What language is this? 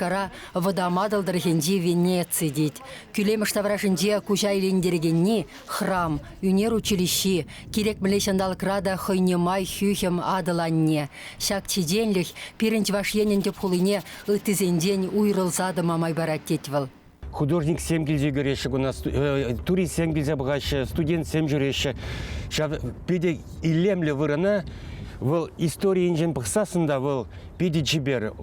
Chuvash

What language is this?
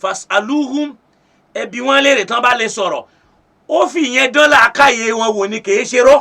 Yoruba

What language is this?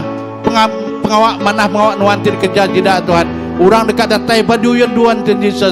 Iban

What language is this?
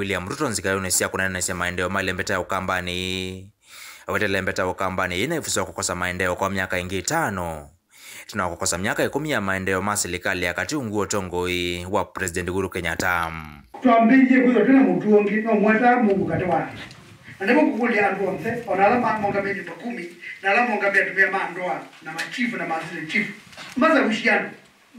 Kamba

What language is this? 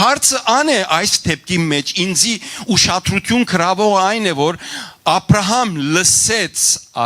Western Armenian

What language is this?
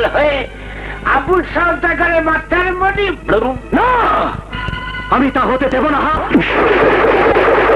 Bangla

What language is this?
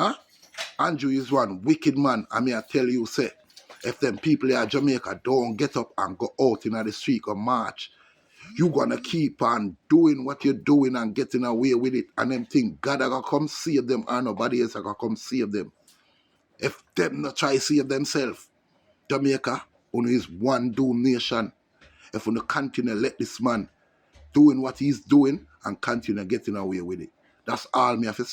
Jamaican Creole English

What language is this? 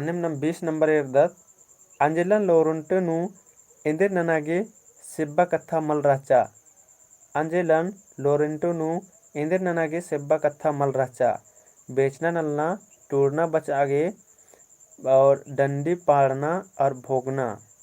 Kurukh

